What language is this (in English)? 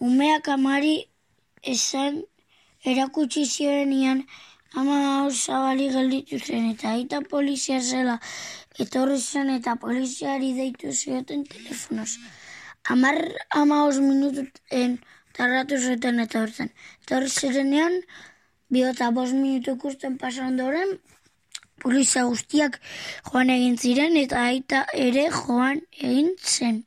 Basque